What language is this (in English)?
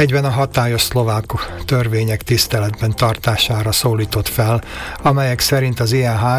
Hungarian